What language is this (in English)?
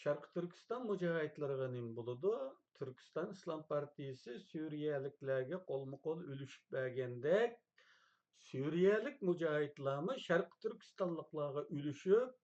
Uyghur